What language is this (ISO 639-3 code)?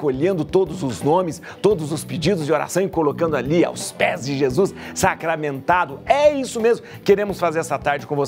por